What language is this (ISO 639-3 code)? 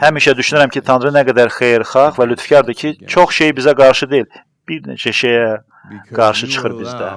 aze